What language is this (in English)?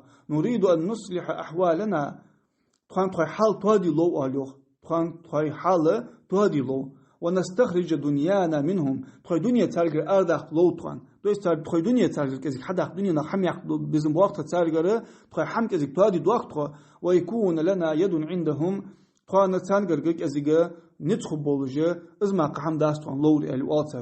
Ingush